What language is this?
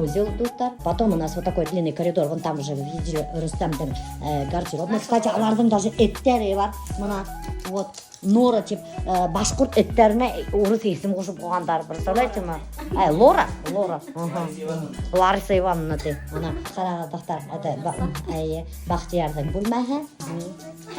Bashkir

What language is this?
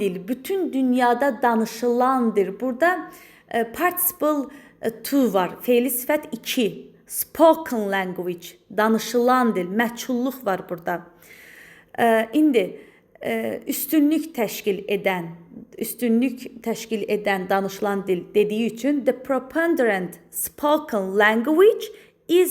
Azerbaijani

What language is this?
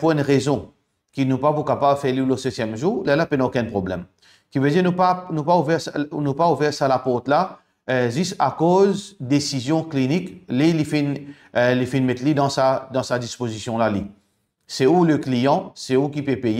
Morisyen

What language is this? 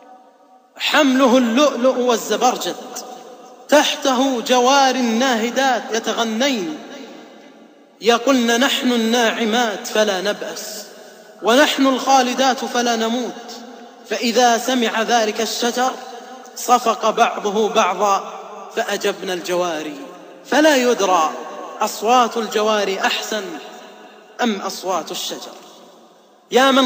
Arabic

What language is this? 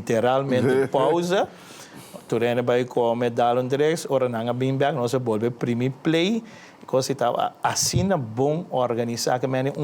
Papiamento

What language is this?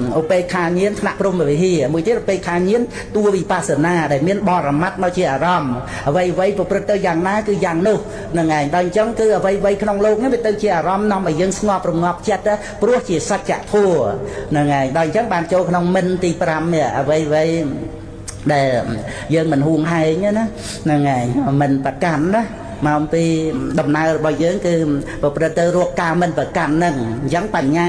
Khmer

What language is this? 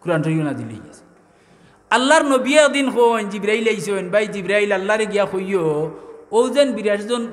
Sylheti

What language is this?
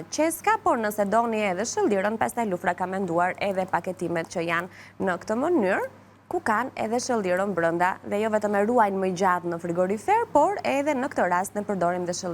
Albanian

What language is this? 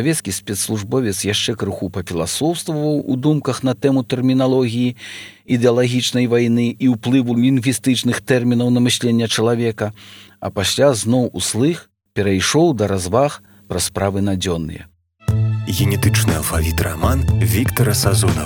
Belarusian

